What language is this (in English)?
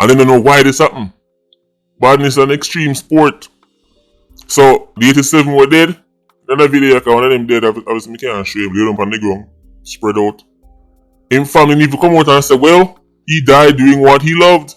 Jamaican Creole English